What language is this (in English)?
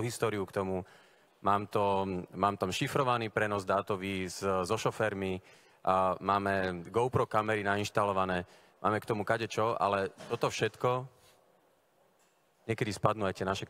Slovak